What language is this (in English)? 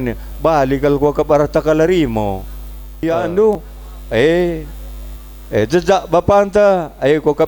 Batak Karo